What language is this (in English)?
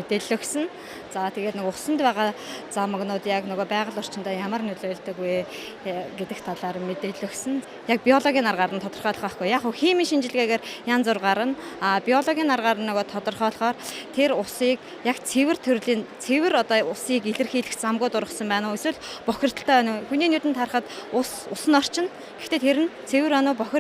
Mongolian